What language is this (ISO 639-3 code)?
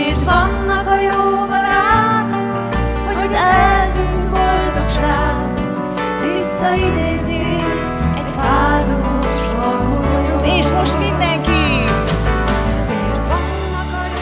hun